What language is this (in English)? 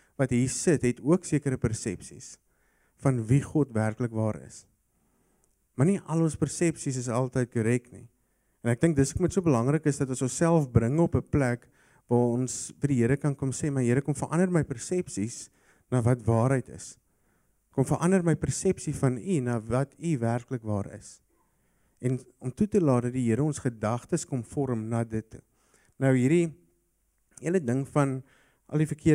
Afrikaans